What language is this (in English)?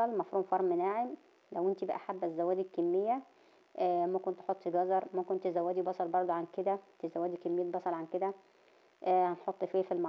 Egyptian Arabic